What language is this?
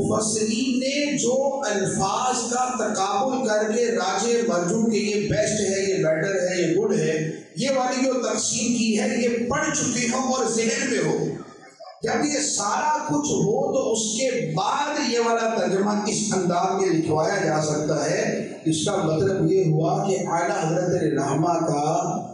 Urdu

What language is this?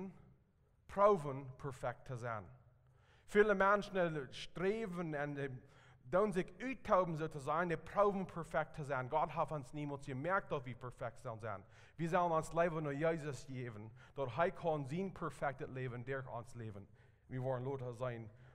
Plautdietsch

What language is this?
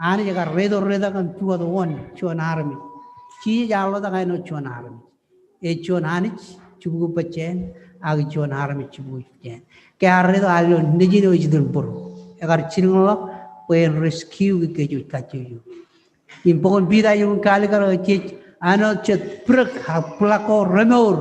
Marshallese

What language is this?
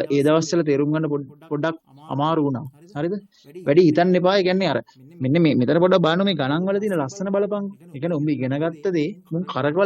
Sinhala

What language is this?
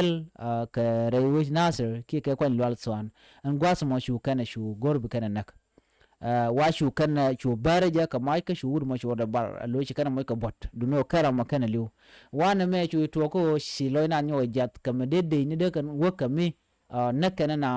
Nuer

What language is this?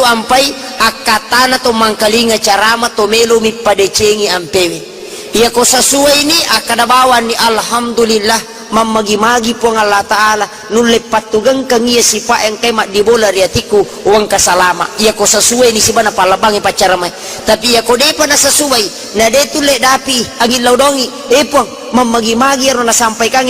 Buginese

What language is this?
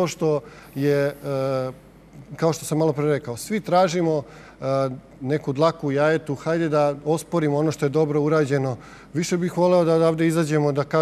Serbian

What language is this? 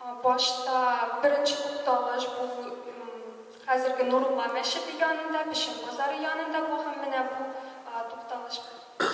Tatar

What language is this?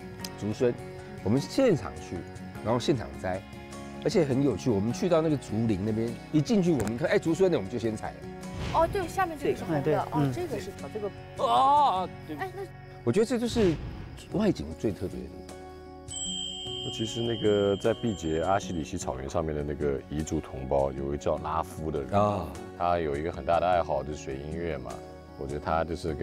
Chinese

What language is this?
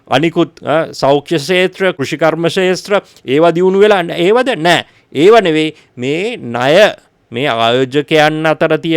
Sinhala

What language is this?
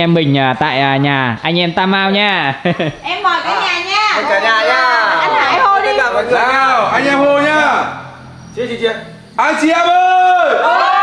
Vietnamese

